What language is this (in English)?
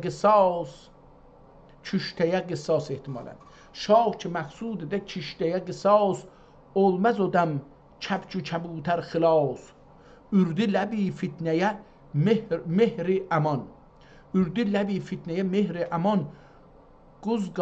South Azerbaijani